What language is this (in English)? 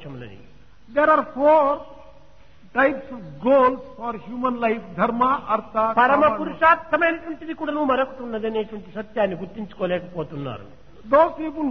Telugu